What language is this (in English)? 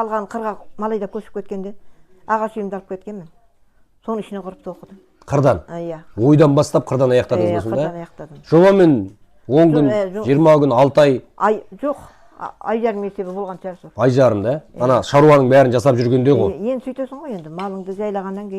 Kazakh